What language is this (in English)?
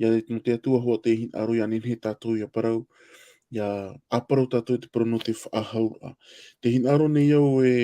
Tahitian